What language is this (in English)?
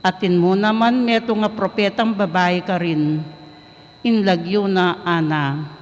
Pampanga